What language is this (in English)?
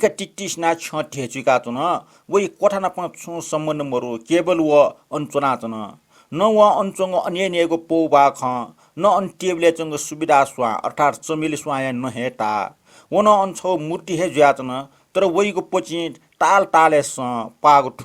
Newari